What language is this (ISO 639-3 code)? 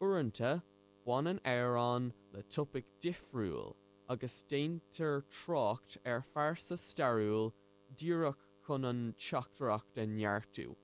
gle